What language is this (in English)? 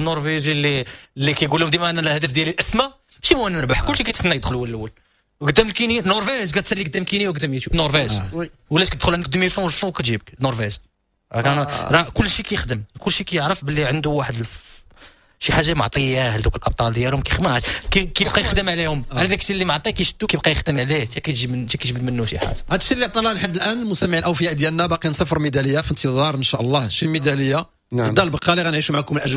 Moroccan Arabic